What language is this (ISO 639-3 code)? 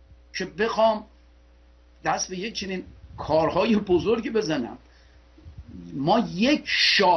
fas